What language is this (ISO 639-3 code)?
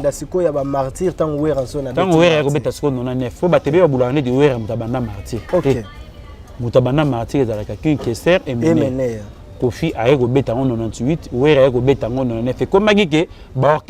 lin